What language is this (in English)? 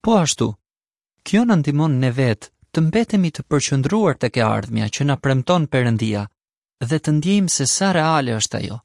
Albanian